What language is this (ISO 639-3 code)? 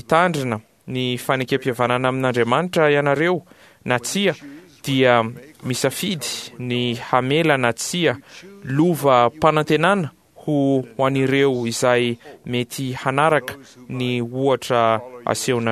mlg